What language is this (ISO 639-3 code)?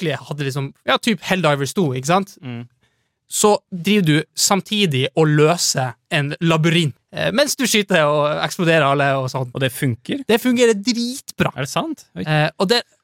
nor